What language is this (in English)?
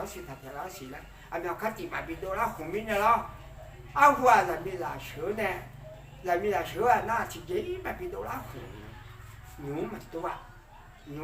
Akha